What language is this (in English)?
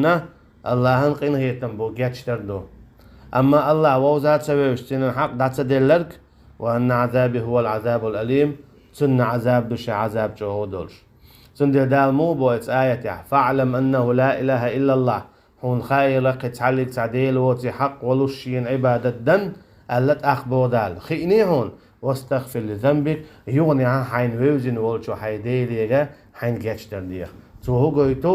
Chechen